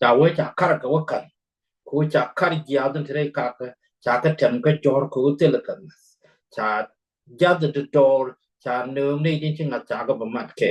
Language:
Nuer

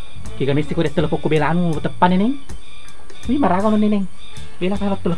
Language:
Buginese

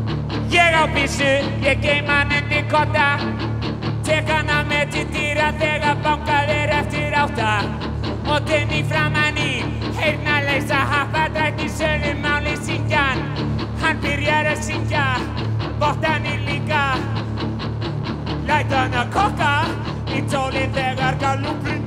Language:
Icelandic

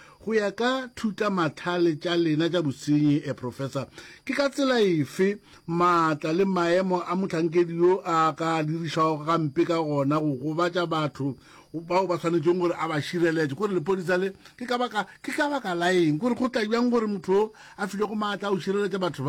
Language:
Northern Sotho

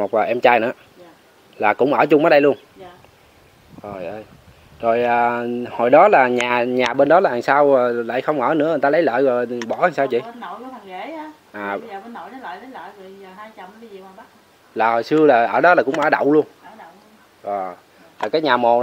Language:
Vietnamese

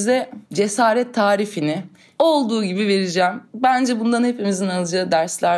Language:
Turkish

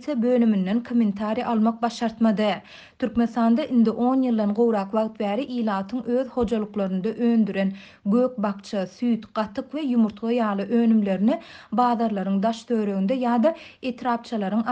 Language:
Turkmen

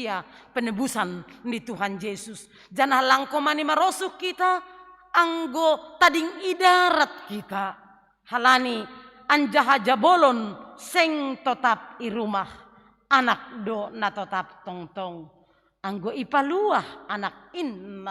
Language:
Batak Simalungun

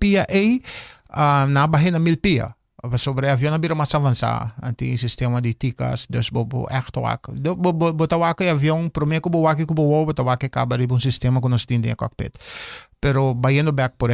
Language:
Papiamento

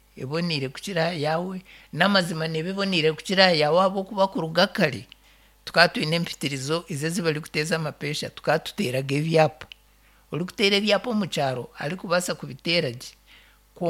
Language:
Nyankole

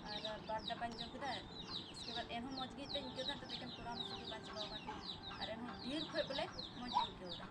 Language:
Santali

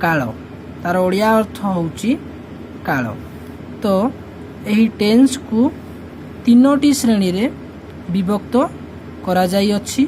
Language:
Odia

